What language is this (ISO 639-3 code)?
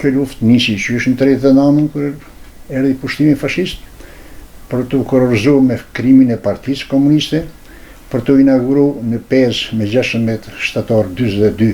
sqi